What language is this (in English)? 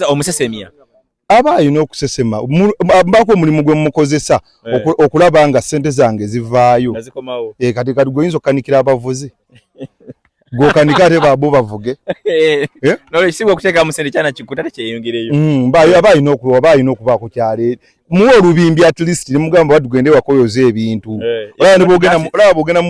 Ganda